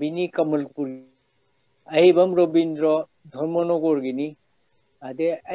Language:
Manipuri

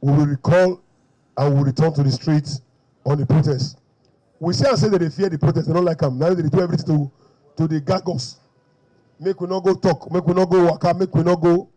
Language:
Nigerian Pidgin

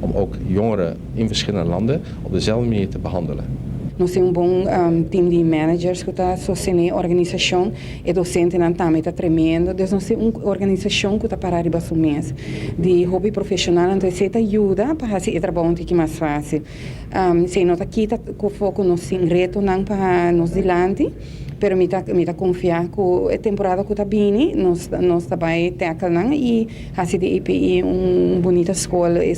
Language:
Papiamento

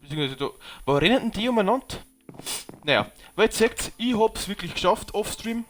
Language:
Bavarian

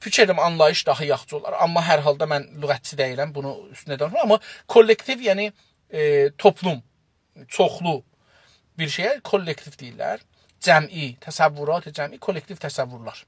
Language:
South Azerbaijani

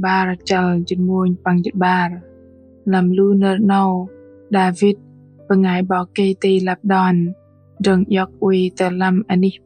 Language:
Bahnar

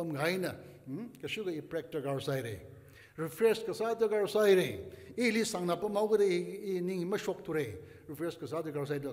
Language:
Tangkhul Naga (India)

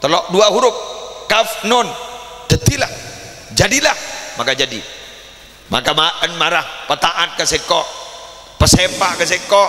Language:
Madurese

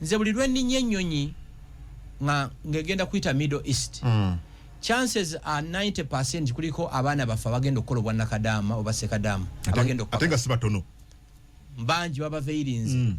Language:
Ganda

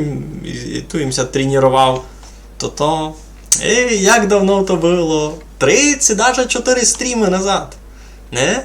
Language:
Rusyn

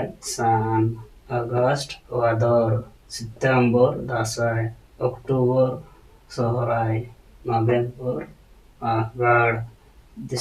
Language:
Santali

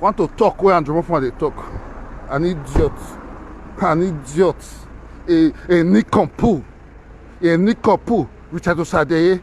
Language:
Nigerian Pidgin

